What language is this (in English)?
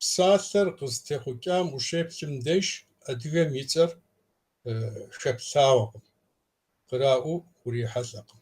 Kabardian